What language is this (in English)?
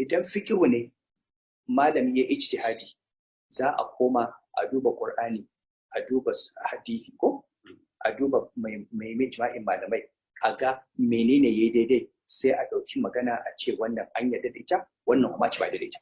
Hausa